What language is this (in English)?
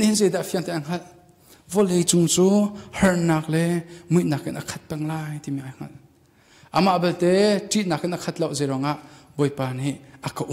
Hakha Chin